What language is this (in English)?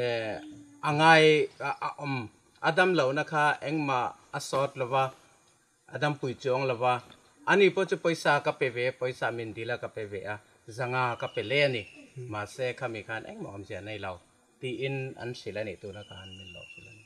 Mizo